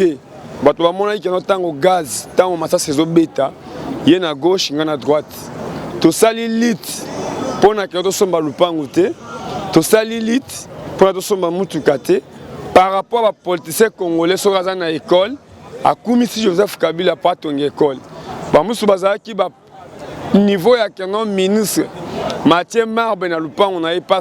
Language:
Lingala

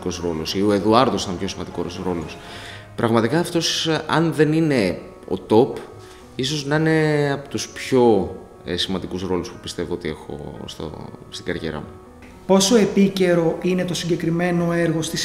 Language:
Greek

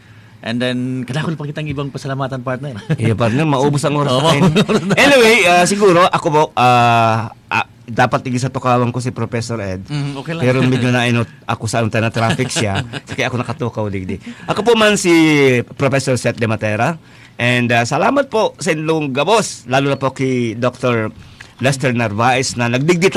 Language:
Bikol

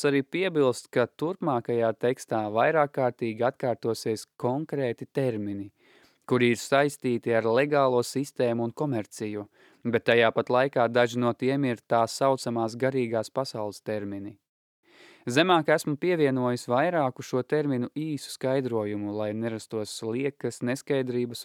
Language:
Latvian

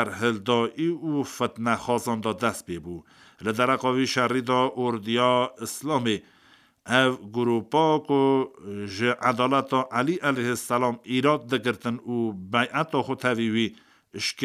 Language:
Kurdish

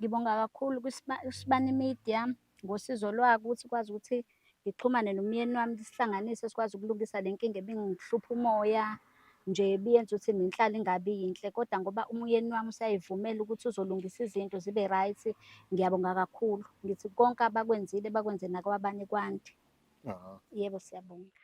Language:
Zulu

